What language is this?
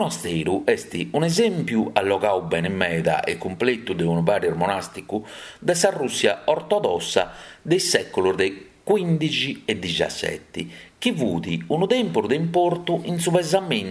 Sardinian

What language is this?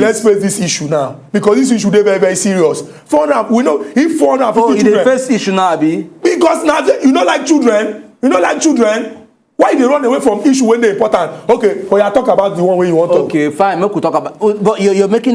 Nigerian Pidgin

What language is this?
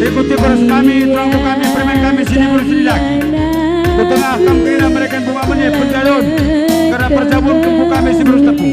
Batak Karo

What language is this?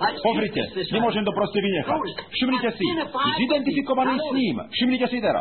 Slovak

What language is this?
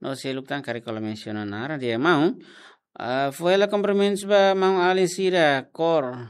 Tetum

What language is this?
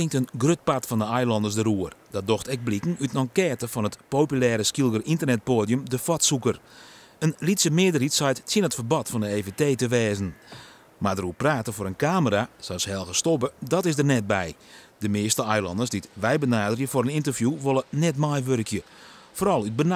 Western Frisian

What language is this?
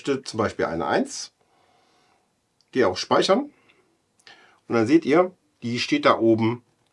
German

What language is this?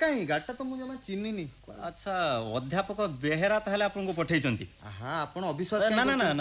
Odia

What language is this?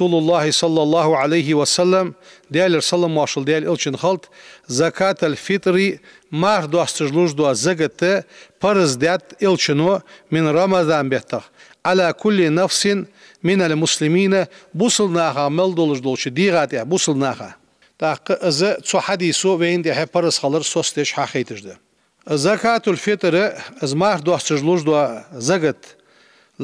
Ingush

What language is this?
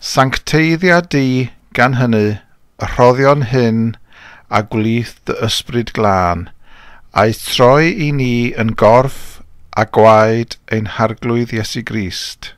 Welsh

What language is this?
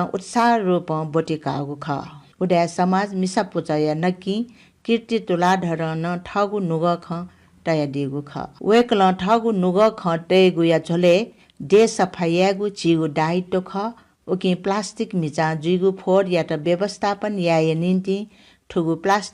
Newari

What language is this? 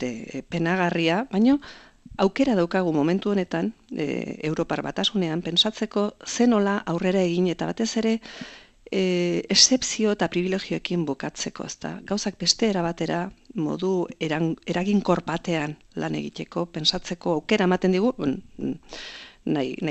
Basque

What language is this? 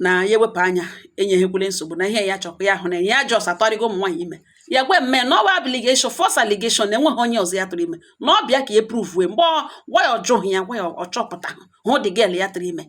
Igbo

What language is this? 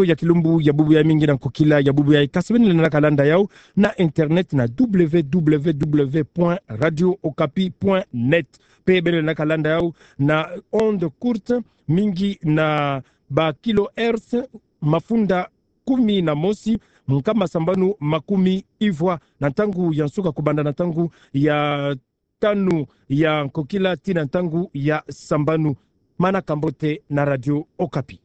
Kituba (Democratic Republic of Congo)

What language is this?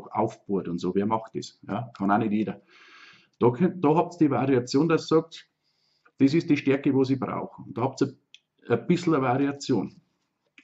Bavarian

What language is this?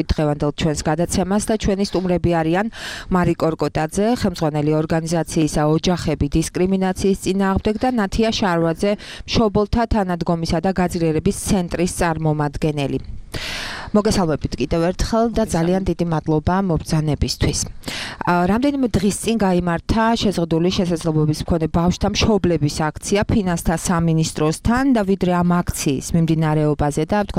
Georgian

